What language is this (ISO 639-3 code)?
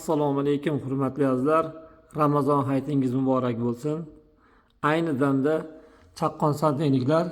uzb